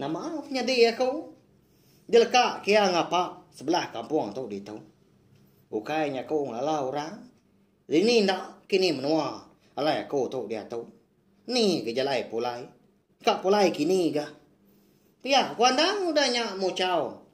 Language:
Iban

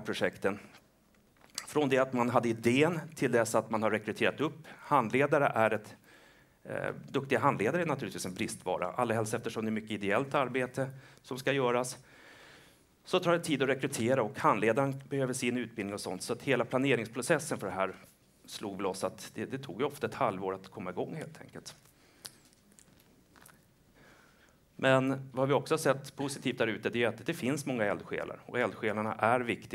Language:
Swedish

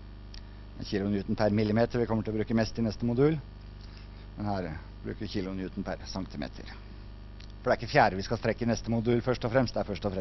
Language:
Norwegian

